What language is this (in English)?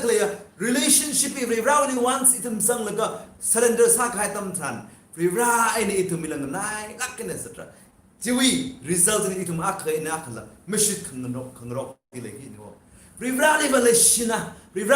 Tangkhul Naga (India)